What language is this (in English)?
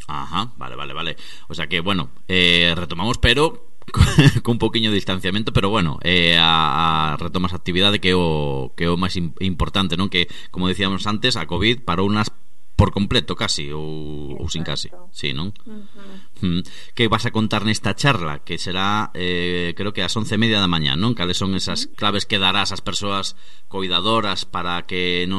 Galician